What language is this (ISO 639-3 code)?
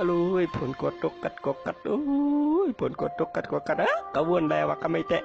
shn